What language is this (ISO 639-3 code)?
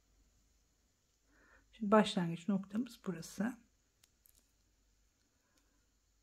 tur